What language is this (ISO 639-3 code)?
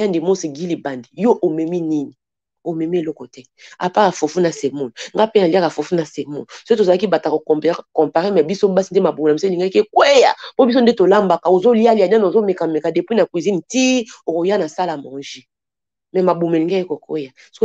lin